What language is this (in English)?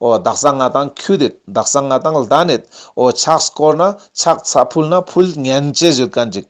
Ladakhi